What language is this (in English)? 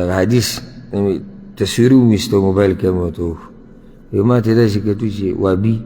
Pashto